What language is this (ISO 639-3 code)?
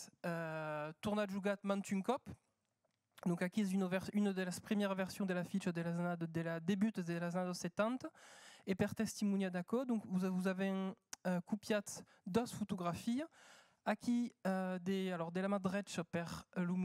oci